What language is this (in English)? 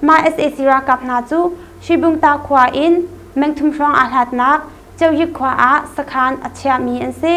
Hakha Chin